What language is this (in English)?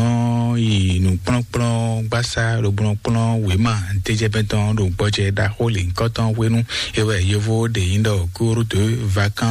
Fon